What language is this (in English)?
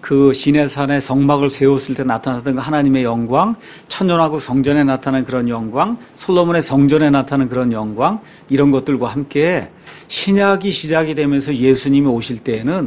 Korean